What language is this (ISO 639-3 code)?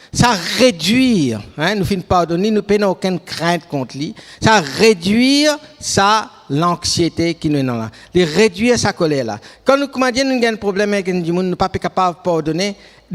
mfe